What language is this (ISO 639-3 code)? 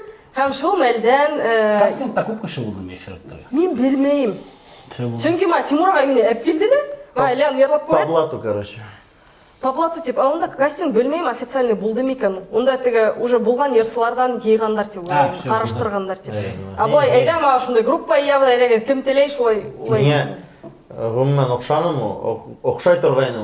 bak